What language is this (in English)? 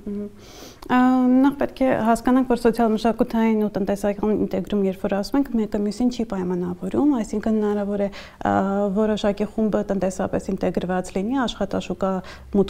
Armenian